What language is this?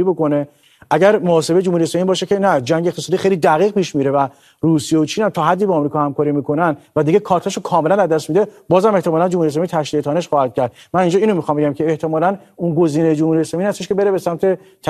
Persian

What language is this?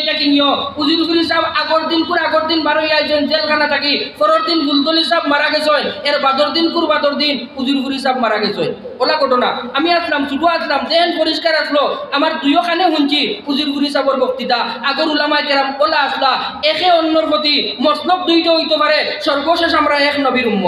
Sylheti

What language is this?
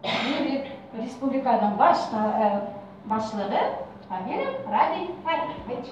Bashkir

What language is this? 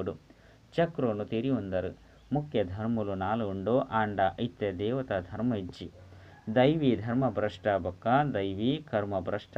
Tulu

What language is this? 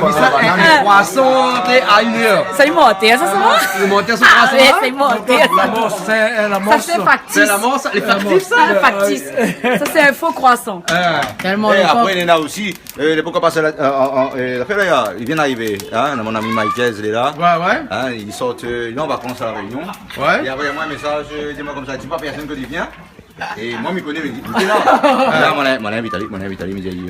Réunion Creole French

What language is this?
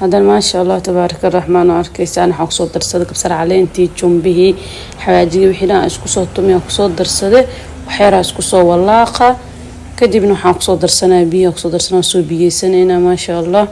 Somali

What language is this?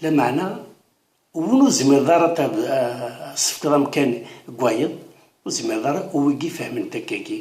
Kabyle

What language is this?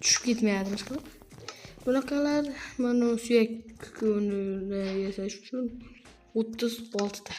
Uzbek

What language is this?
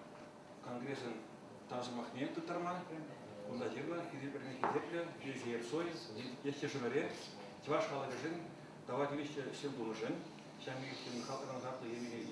Chuvash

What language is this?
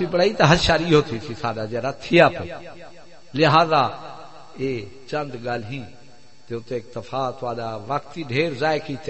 Saraiki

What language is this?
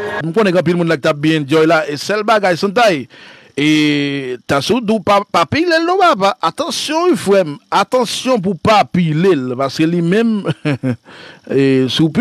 Haitian Creole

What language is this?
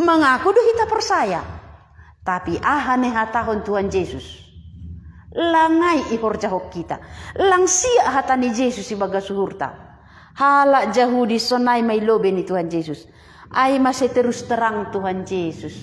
Batak Simalungun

